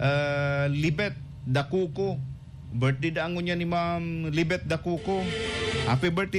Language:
Bikol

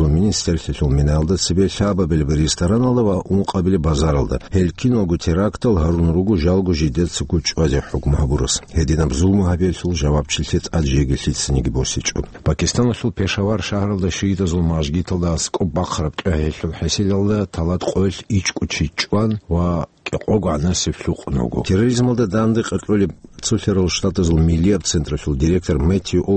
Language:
Avaric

